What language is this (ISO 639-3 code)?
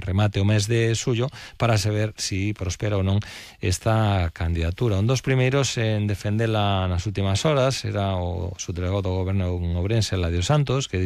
glg